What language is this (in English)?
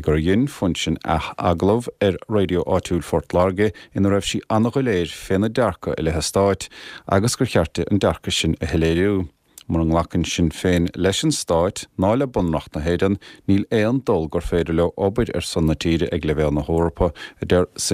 Irish